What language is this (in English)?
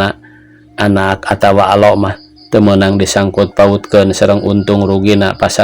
Sundanese